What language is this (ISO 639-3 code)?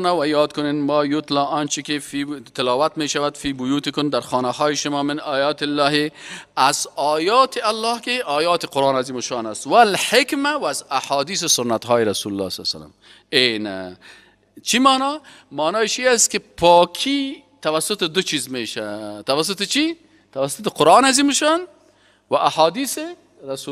fas